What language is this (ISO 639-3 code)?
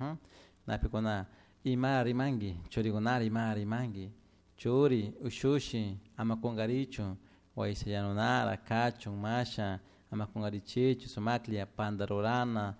qug